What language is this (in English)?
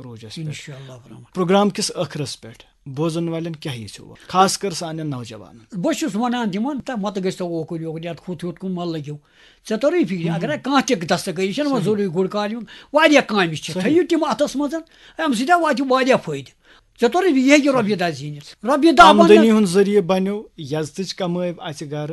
Kashmiri